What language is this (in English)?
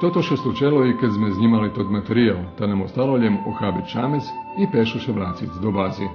Rusyn